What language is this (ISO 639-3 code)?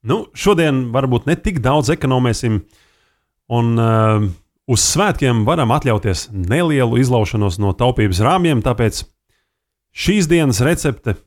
lav